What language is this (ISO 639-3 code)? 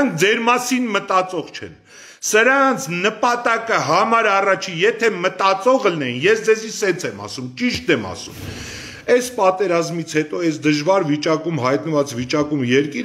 hye